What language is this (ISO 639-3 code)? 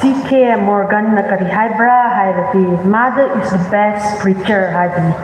nmf